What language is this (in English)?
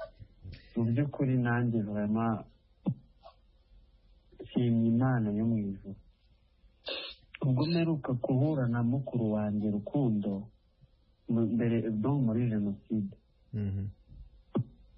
Kinyarwanda